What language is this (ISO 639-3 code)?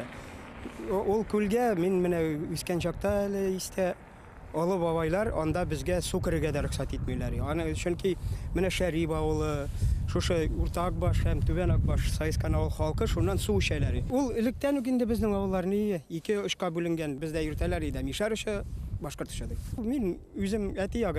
bak